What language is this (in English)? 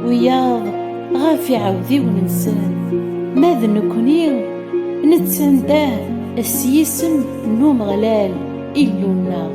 Kabyle